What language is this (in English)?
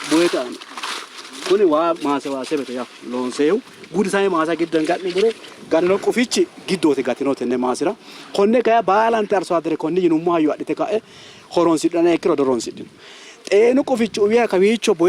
Sidamo